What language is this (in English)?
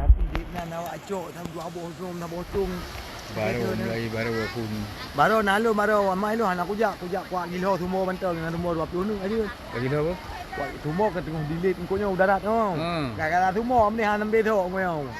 Achinese